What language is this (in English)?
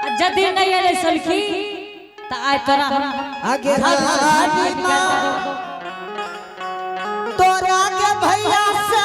Angika